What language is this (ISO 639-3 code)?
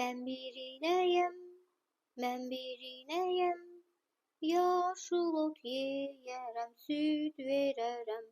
aze